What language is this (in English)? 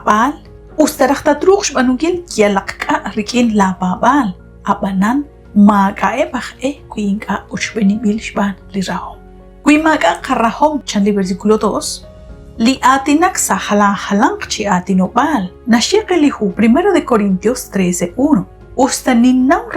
Kekchí